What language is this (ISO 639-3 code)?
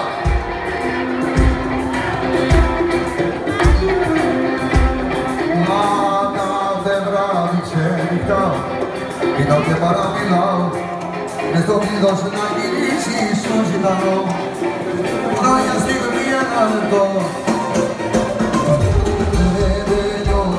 ell